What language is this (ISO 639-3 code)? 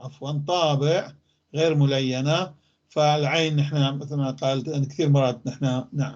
apc